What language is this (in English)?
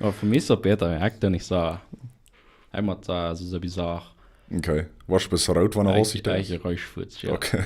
Plautdietsch